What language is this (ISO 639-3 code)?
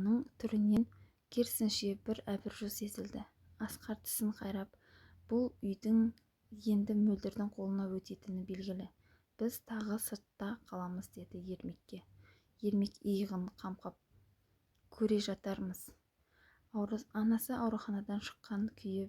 kaz